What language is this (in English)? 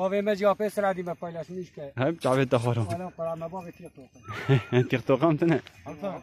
Kurdish